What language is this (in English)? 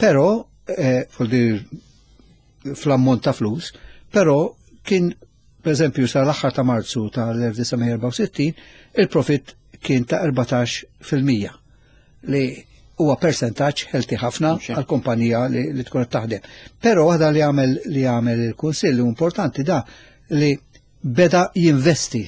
Maltese